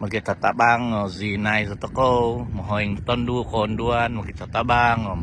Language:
Central Dusun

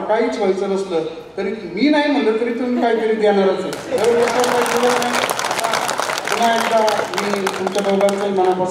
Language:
Marathi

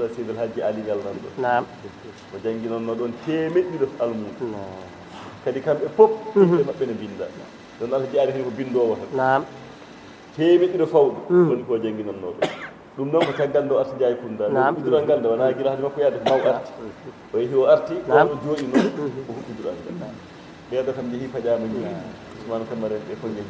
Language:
Fula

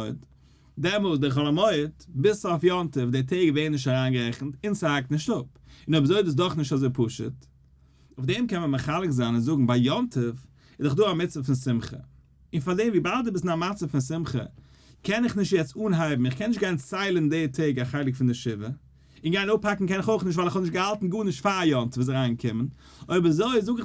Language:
Yiddish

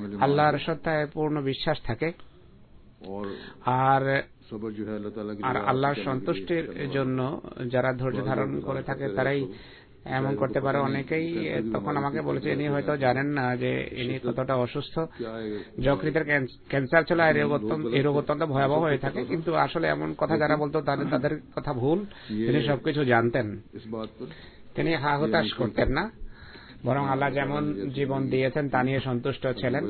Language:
Bangla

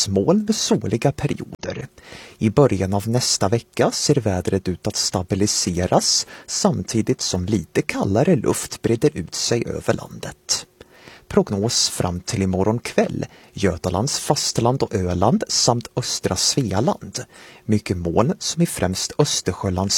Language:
Swedish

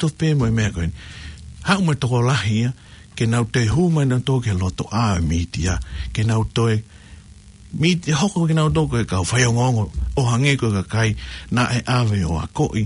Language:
Tongan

